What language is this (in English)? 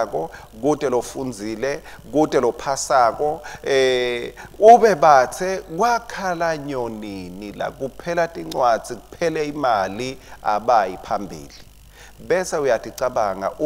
Swati